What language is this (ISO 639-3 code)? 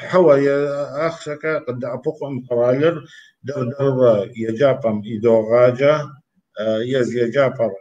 kbd